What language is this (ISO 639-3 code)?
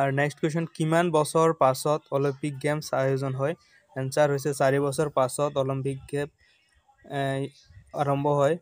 asm